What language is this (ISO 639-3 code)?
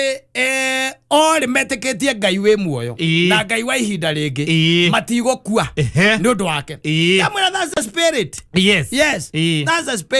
kik